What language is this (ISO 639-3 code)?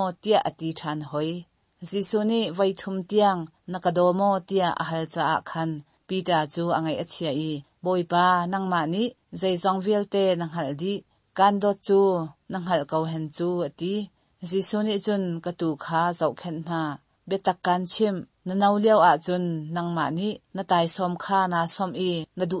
cnh